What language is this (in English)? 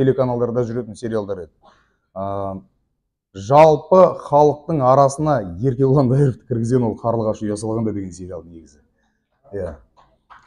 Kazakh